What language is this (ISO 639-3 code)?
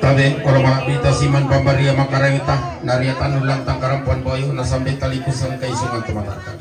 sda